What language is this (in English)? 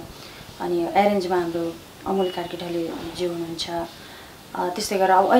Nepali